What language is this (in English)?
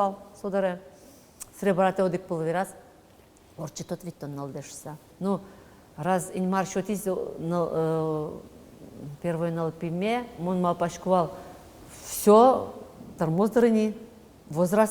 Udmurt